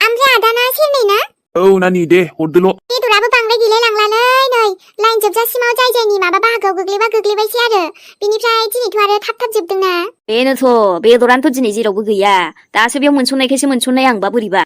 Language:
Bodo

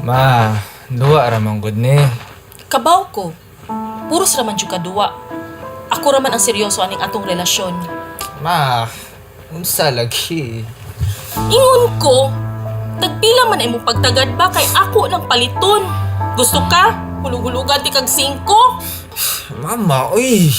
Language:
Cebuano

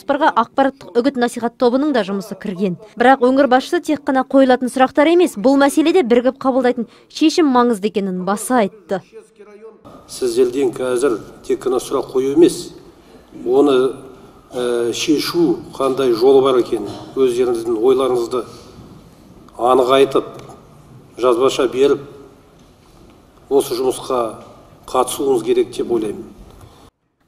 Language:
Kazakh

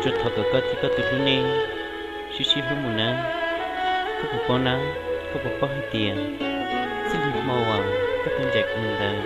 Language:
Hmong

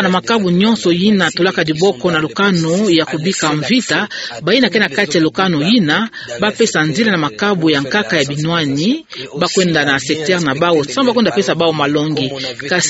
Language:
Kituba (Democratic Republic of Congo)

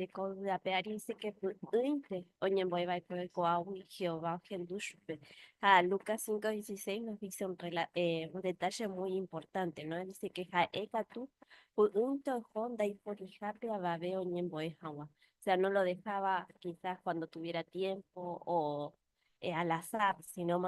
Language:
Guarani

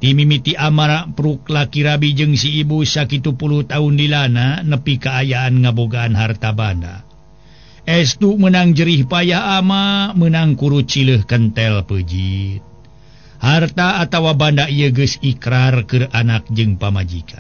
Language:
Sundanese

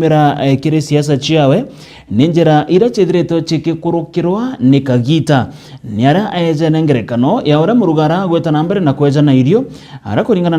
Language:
Meru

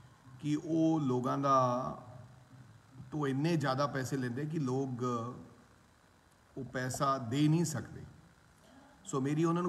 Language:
Punjabi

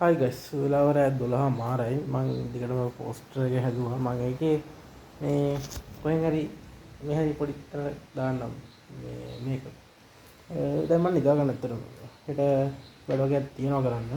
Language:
Sinhala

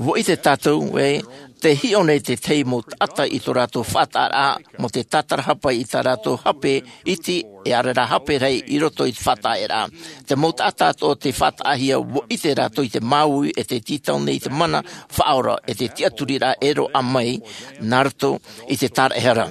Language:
Tahitian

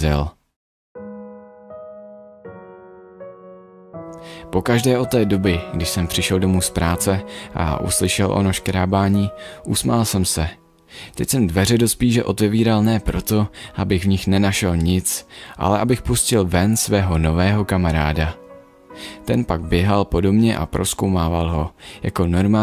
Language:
Czech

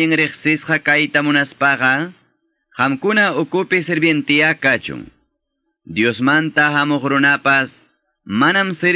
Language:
Quechua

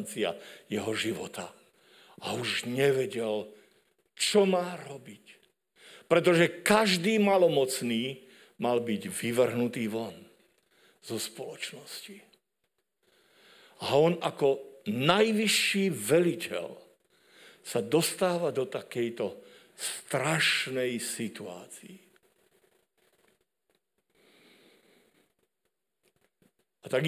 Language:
Slovak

